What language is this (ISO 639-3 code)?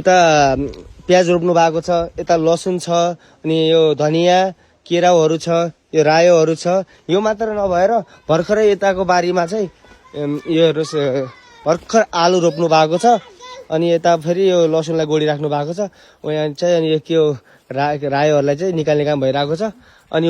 nep